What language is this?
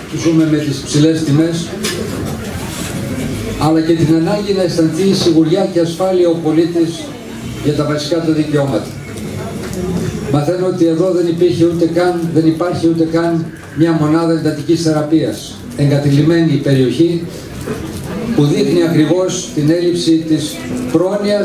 Greek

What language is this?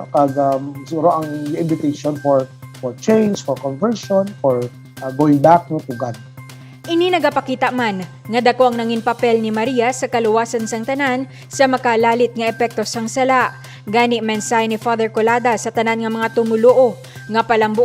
Hiligaynon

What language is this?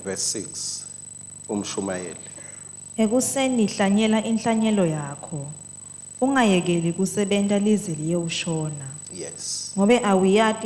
Swati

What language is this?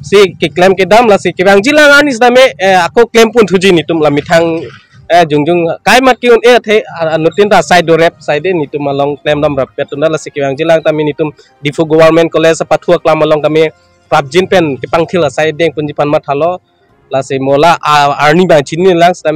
Karbi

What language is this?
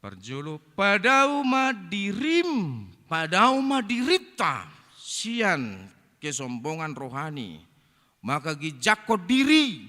Batak Toba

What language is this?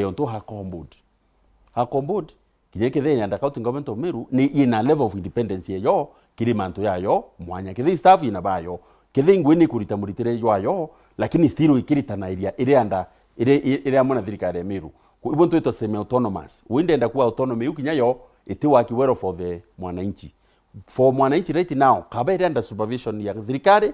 Meru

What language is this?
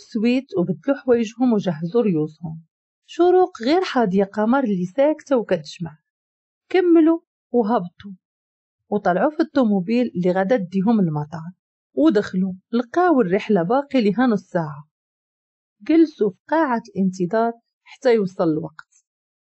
Moroccan Arabic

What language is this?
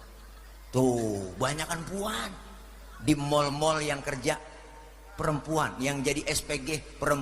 Betawi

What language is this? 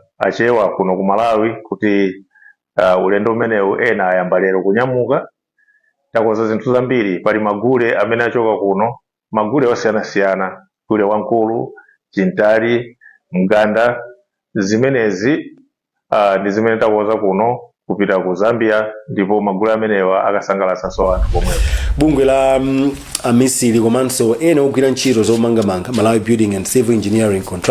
Nyanja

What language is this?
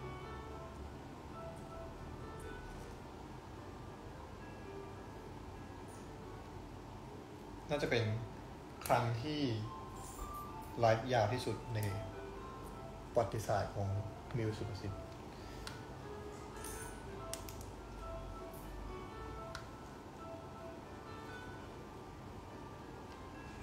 Thai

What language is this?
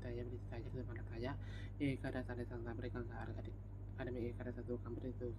Pali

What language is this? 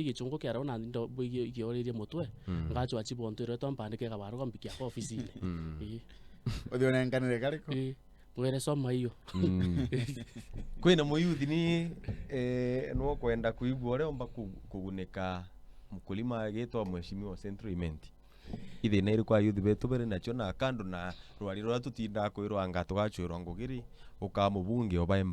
Meru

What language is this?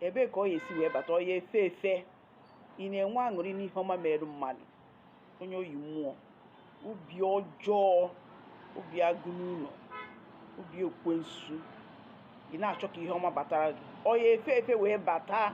Igbo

